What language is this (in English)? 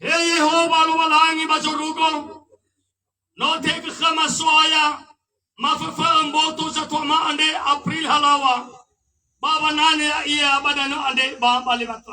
Nias